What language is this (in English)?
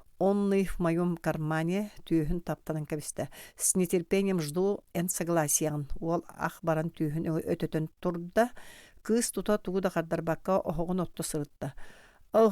Yakut